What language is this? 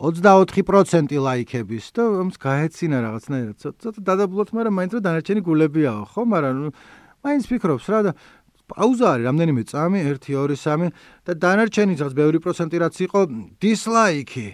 Georgian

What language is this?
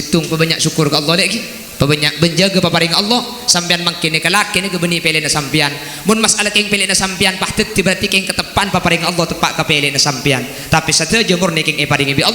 Madurese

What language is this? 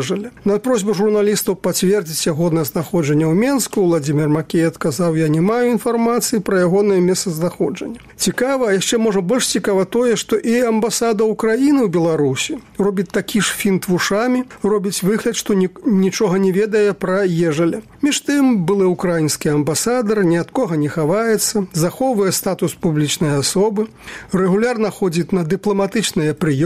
Belarusian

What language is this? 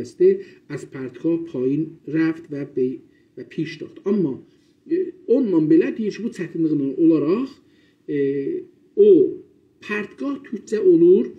South Azerbaijani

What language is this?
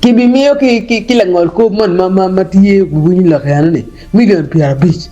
Acoli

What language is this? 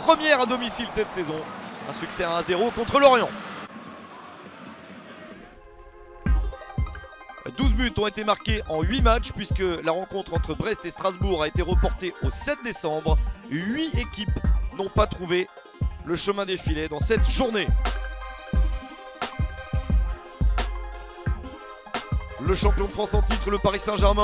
French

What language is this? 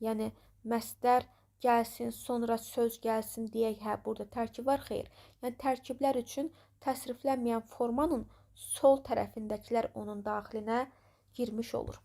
Azerbaijani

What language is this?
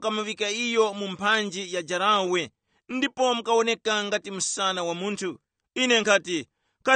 Tumbuka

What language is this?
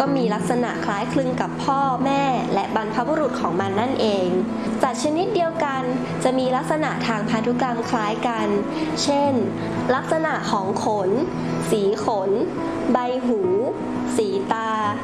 Thai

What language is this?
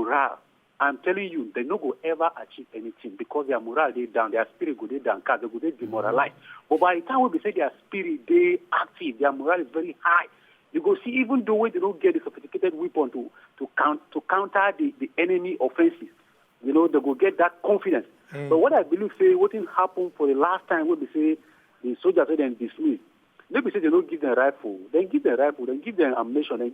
Nigerian Pidgin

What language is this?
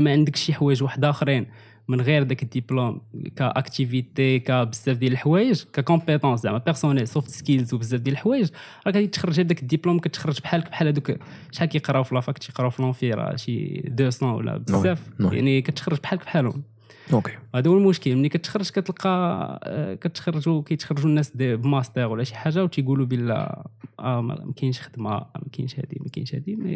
Moroccan Arabic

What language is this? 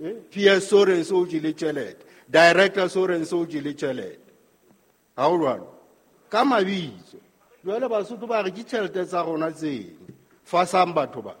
Southern Sotho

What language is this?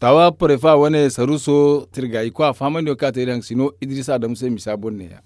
Zarma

